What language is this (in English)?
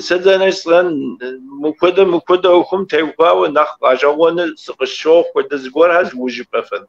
Kabardian